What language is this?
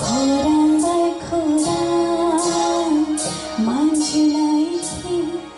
Kok Borok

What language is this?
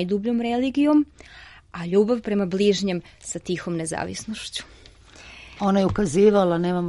Serbian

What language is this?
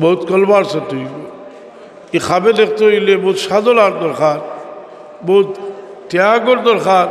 Sylheti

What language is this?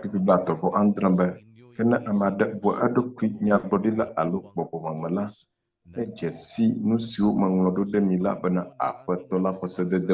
Ewe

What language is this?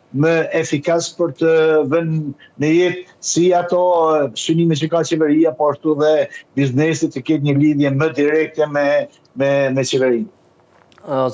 Albanian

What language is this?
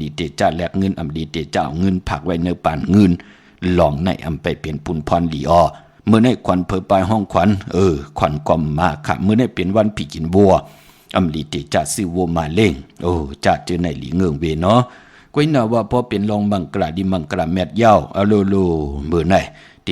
Shan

